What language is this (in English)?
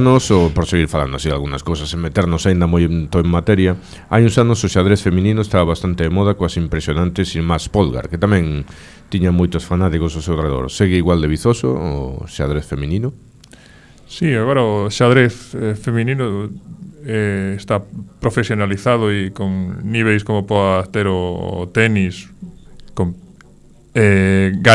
Galician